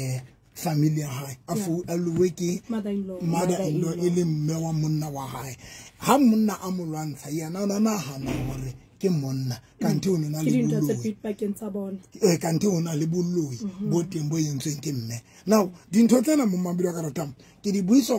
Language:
Southern Sotho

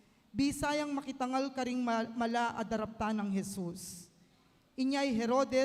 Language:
Pampanga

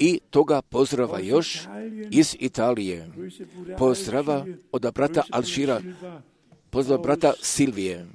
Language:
Croatian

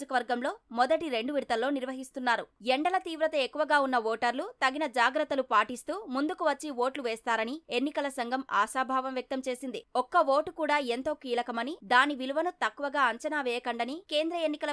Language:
Telugu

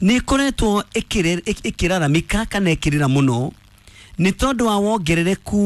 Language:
Kikuyu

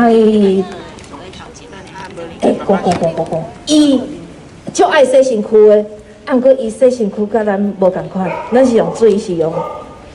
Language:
Min Nan Chinese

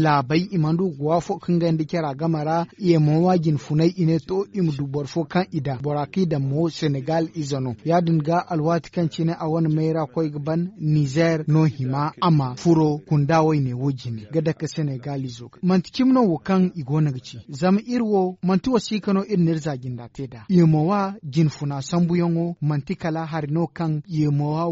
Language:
Zarma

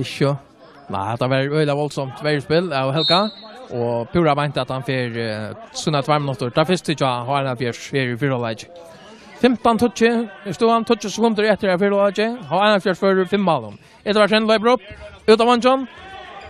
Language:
Faroese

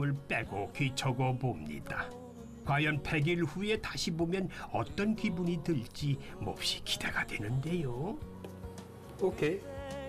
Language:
Korean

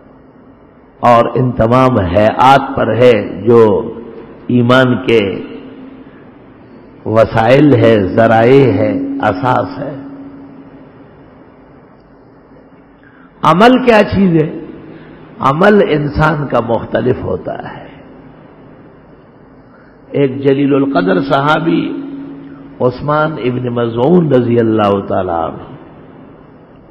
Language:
Urdu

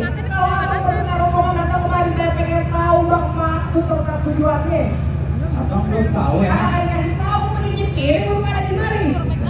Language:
Betawi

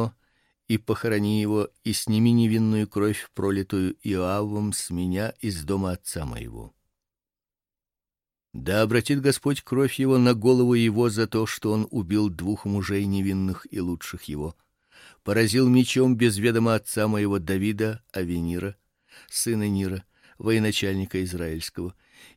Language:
Russian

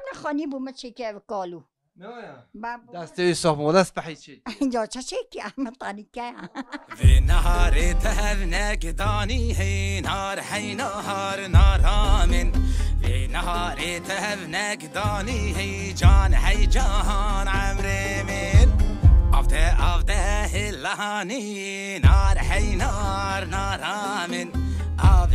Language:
Kurdish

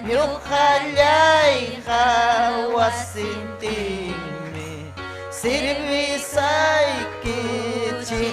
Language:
Ayacucho Quechua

